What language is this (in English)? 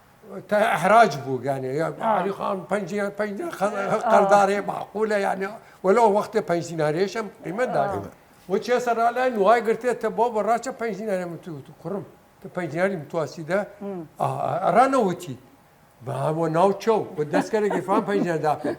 Southern Kurdish